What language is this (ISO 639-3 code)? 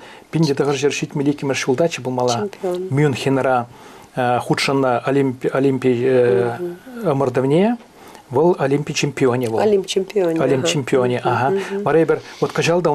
chv